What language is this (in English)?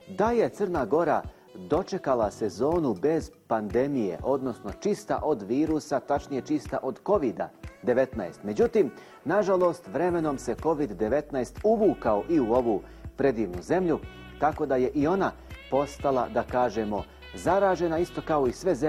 Bosnian